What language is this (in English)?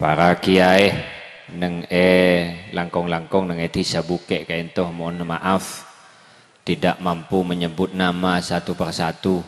Madurese